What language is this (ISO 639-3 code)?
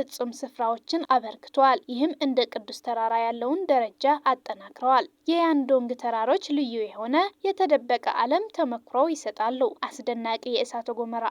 amh